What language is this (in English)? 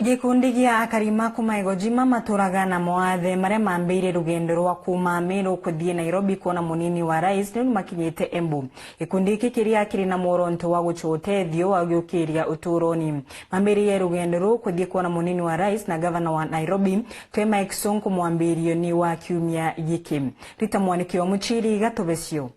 Meru